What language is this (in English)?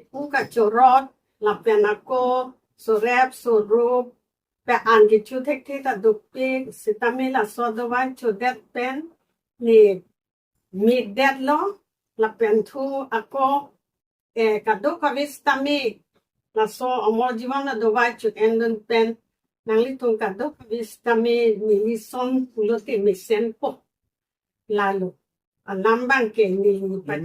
Karbi